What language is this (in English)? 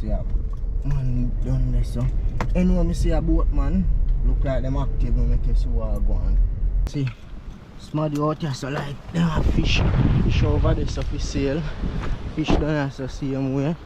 Jamaican Creole English